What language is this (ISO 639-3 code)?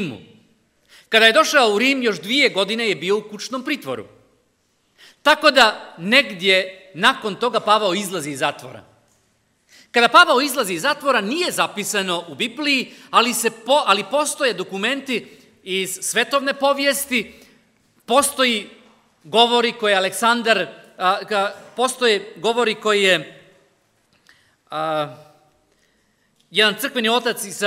hrv